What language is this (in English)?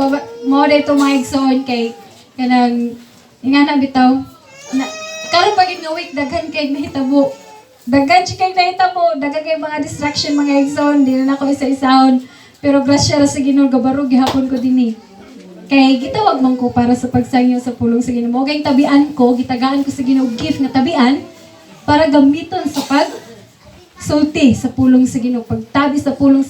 Cebuano